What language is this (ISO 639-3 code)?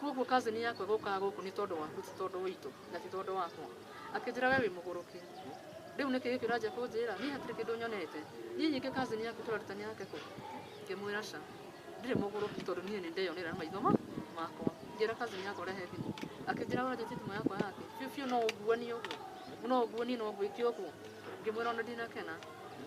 kik